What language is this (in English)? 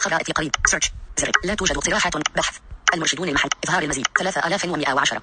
Najdi Arabic